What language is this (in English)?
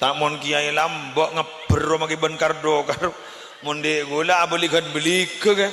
Madurese